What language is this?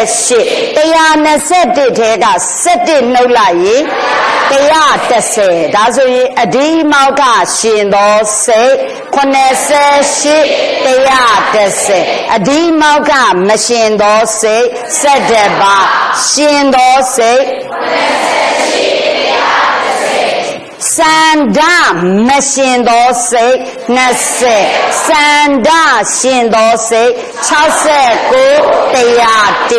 Burmese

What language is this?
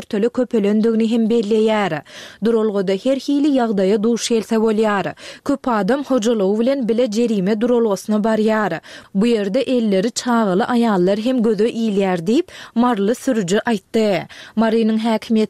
Turkmen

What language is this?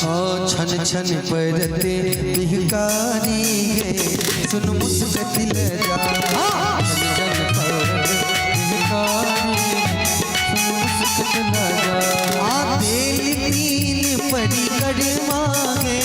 Maithili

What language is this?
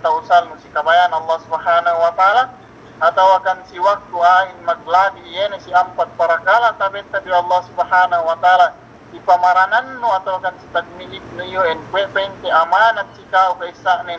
Yakan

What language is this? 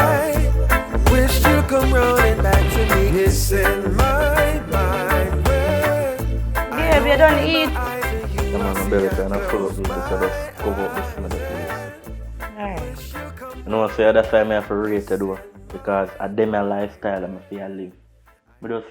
Jamaican Creole English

